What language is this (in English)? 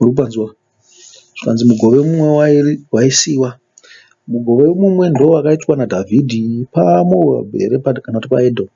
Shona